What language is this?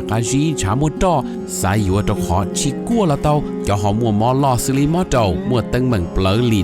Hmong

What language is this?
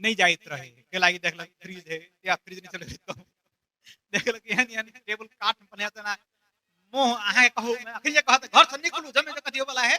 Maithili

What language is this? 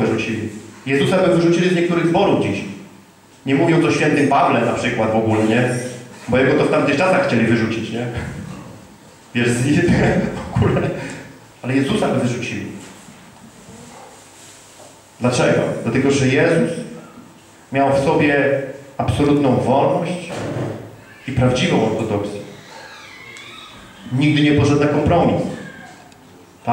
Polish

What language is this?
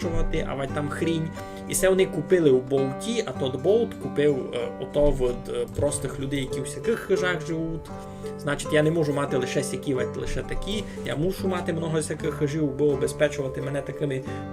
Rusyn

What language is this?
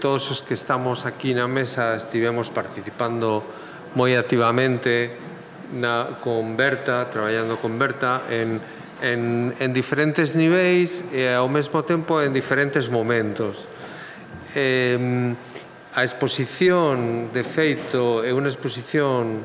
Galician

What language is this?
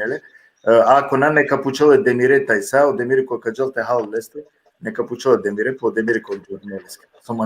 Balkan Romani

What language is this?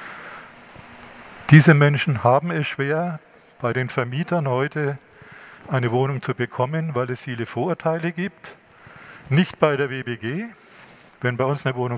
German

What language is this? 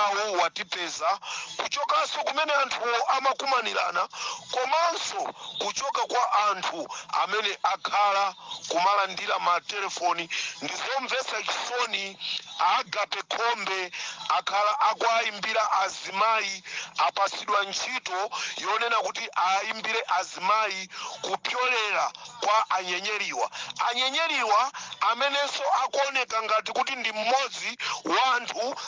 Nyanja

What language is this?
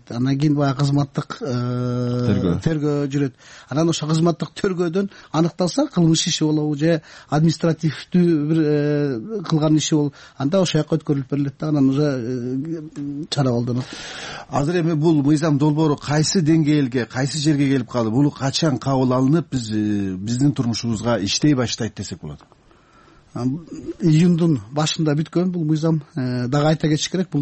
Kyrgyz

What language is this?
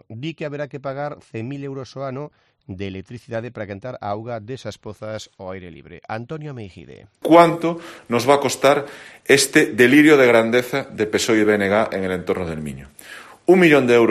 Galician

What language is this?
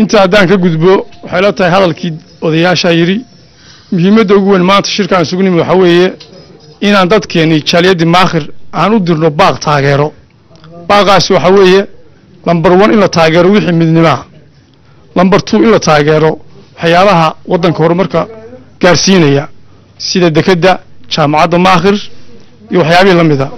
Somali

